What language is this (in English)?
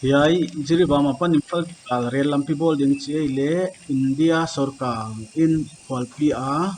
Paite Chin